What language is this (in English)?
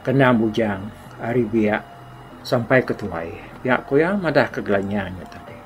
Iban